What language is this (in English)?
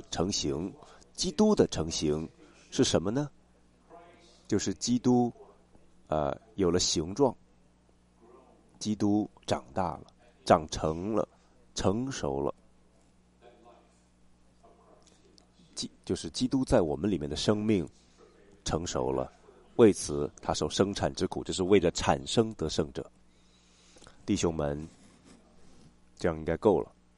Chinese